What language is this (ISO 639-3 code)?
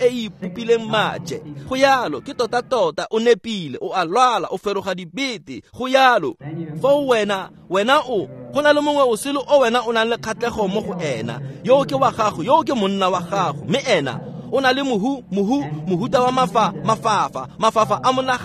tsn